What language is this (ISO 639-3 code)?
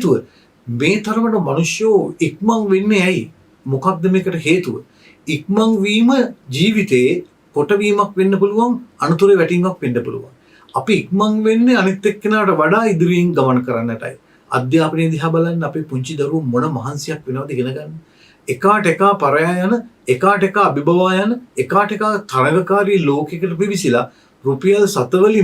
sin